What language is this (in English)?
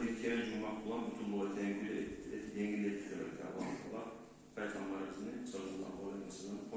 Kumyk